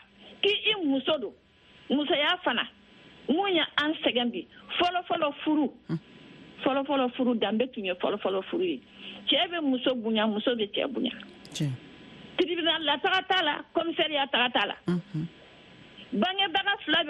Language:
Bambara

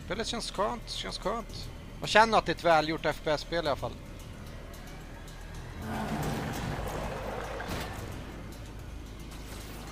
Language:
Swedish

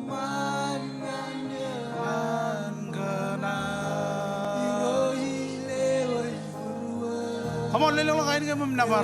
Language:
Marshallese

